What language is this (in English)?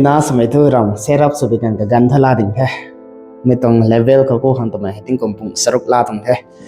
Rongmei Naga